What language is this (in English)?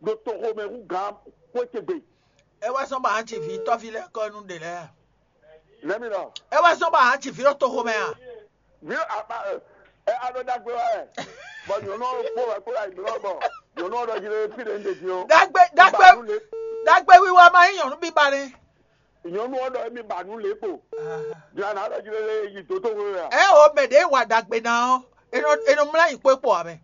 Fon